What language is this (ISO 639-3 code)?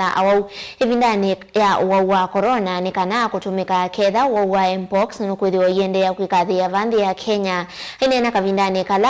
kam